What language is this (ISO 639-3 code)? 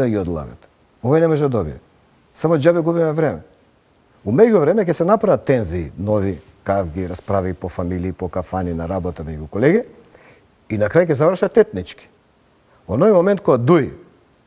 mkd